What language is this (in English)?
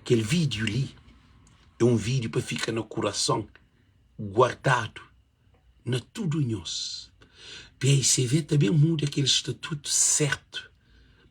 Kabuverdianu